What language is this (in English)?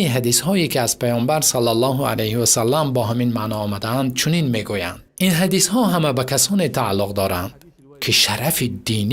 Tajik